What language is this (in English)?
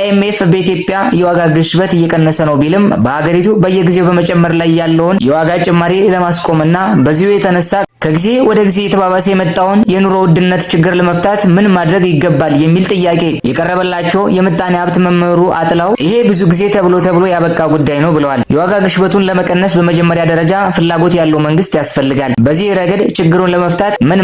Amharic